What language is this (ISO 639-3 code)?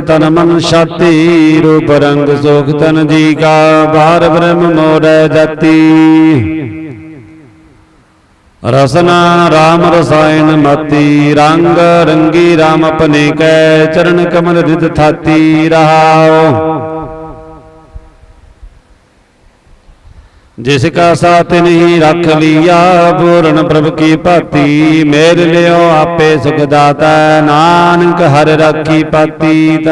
pan